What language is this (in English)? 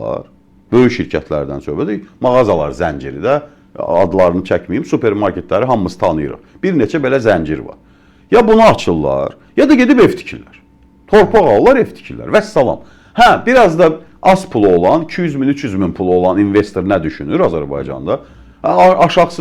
Azerbaijani